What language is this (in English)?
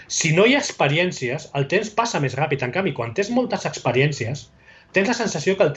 Catalan